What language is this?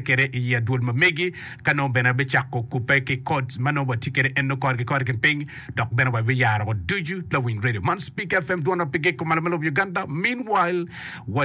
Acoli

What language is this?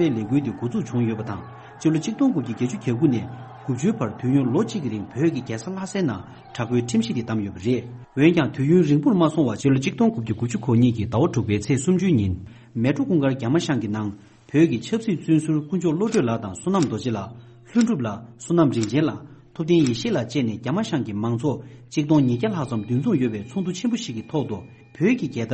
Tibetan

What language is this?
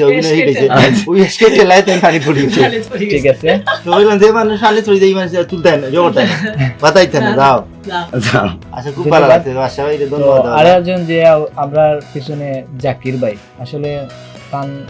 Sylheti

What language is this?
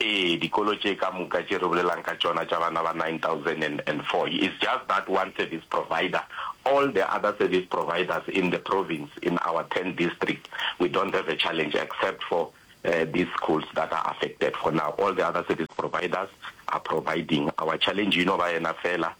Northern Sotho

